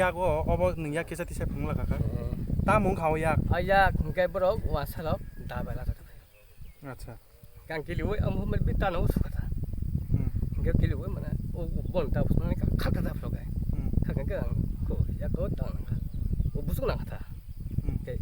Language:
Kok Borok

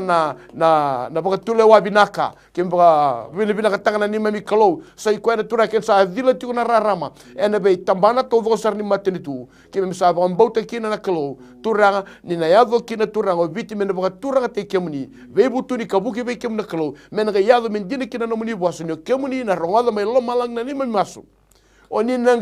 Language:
Fijian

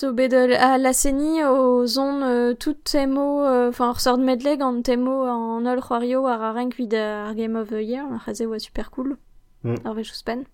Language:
Breton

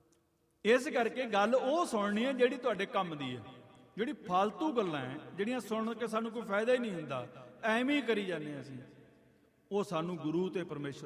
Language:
Punjabi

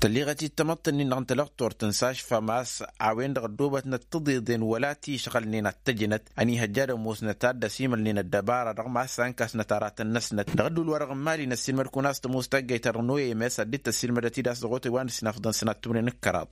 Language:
Tamasheq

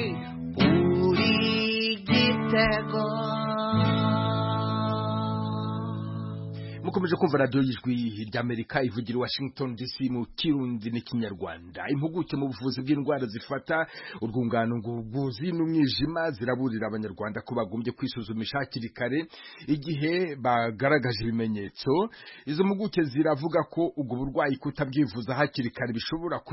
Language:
Kinyarwanda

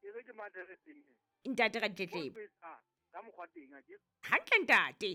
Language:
Southern Sotho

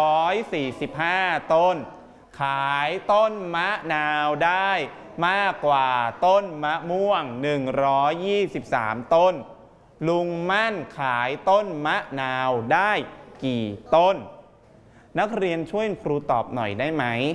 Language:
Thai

